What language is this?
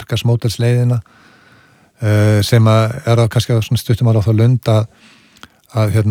Icelandic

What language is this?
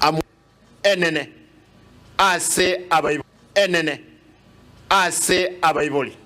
Gusii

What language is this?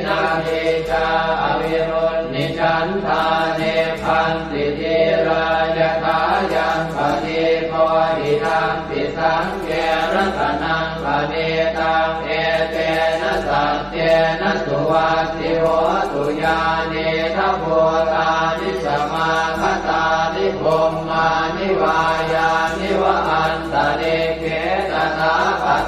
Pali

